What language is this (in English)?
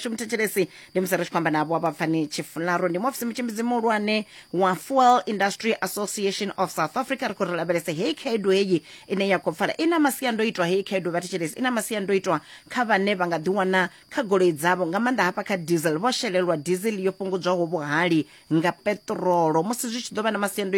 Venda